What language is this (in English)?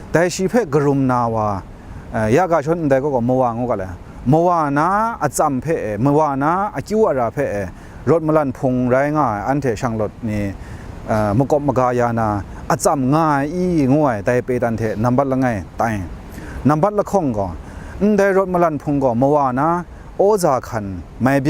Kachin